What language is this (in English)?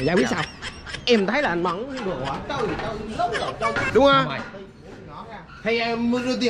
Vietnamese